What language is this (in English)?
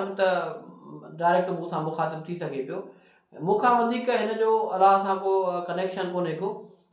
Sindhi